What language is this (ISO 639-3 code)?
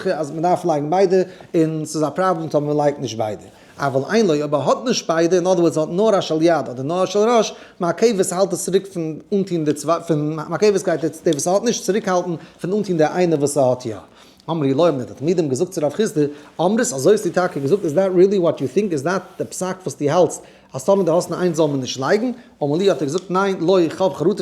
yid